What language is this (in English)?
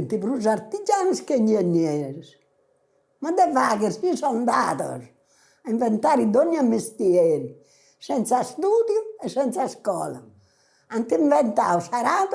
Sardinian